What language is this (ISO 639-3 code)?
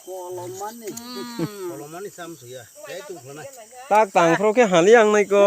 trp